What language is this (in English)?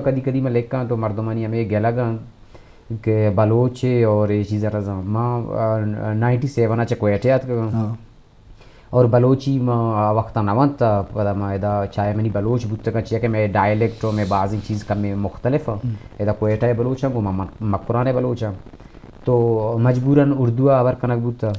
Eastern Balochi